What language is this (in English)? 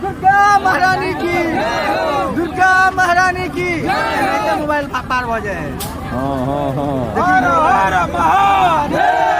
Maithili